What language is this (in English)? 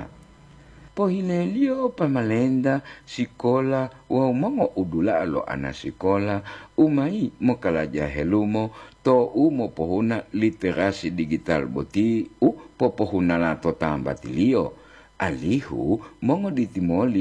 Gorontalo